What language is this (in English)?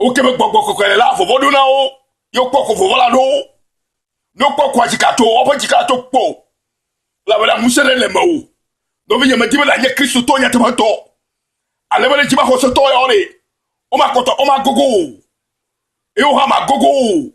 Ewe